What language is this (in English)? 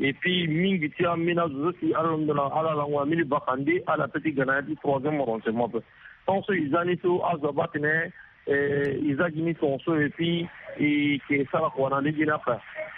Sango